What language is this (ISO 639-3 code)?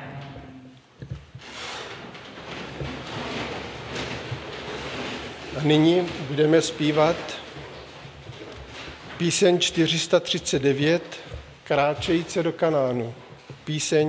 ces